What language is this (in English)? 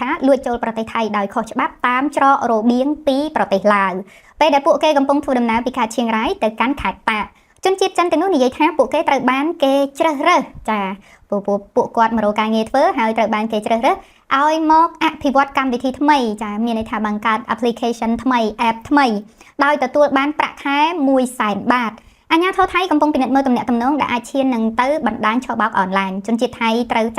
Khmer